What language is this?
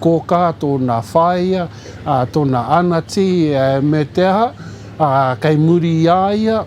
Māori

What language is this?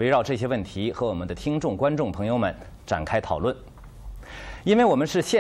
Chinese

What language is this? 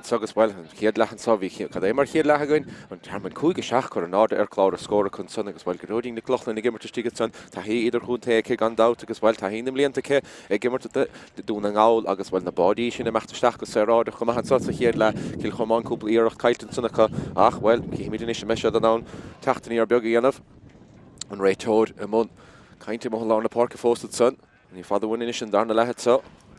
Irish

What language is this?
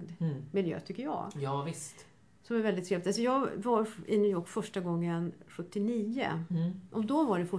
Swedish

